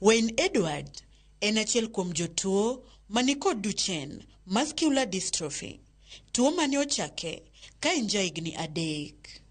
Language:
Luo (Kenya and Tanzania)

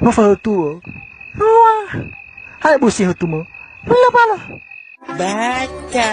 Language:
Nias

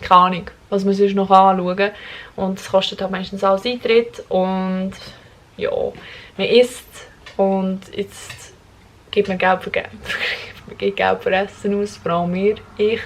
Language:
Swiss German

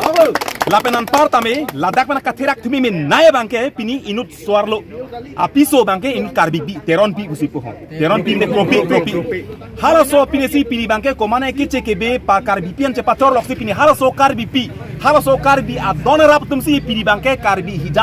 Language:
Karbi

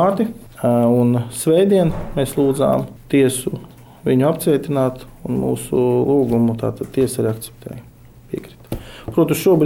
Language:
Latvian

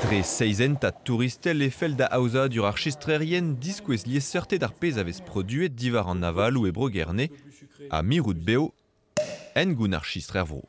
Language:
Breton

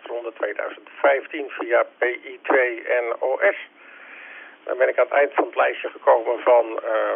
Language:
Dutch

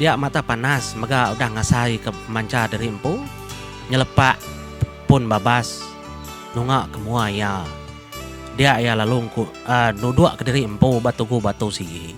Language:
Iban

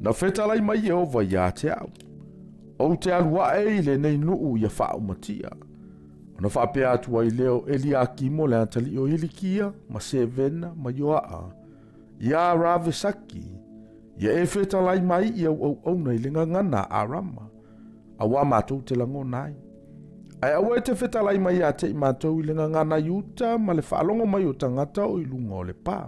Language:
Samoan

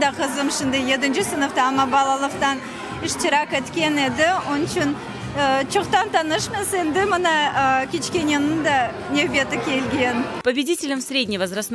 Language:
Crimean Tatar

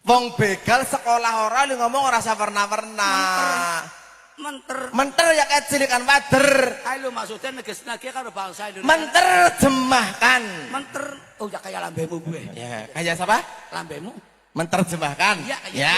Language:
Javanese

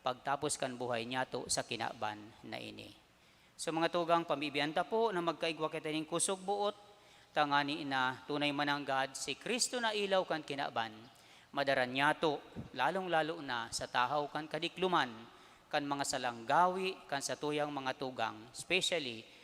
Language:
Bikol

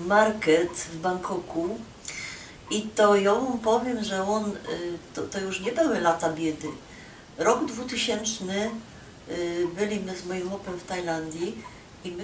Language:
Silesian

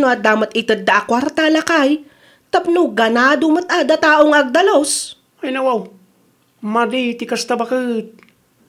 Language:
Iloko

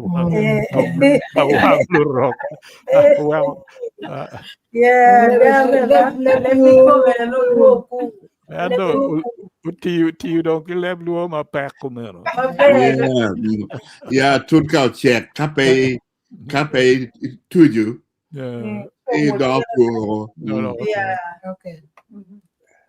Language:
Acoli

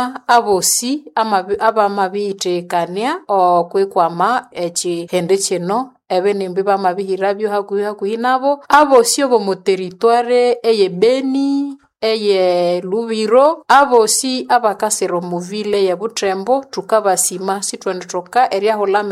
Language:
Nande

